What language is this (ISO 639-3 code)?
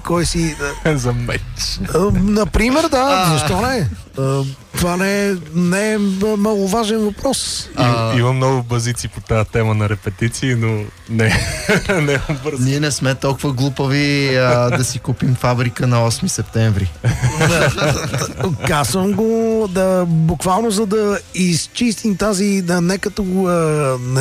bul